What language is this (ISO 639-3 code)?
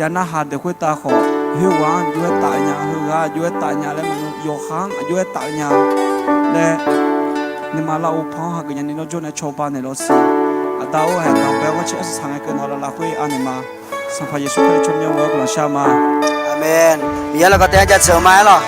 ahk